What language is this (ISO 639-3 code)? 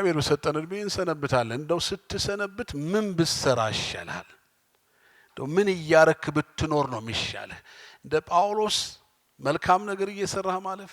amh